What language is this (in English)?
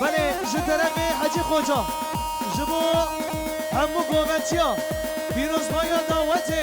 Kurdish